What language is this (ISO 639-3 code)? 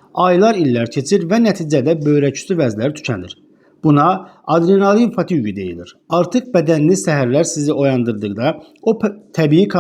aze